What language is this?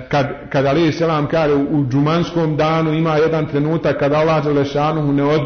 Bosnian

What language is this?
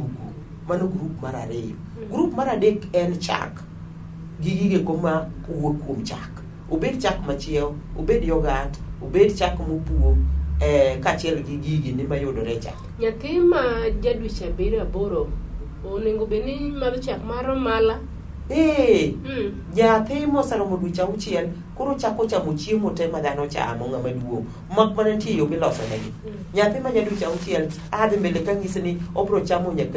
Luo (Kenya and Tanzania)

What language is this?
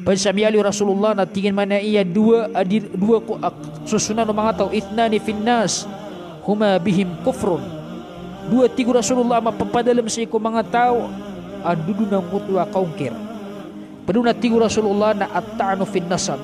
Maranao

